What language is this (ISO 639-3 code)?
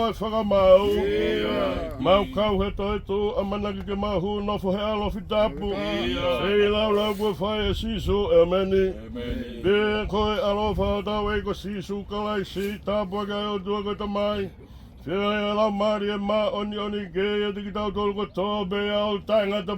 ton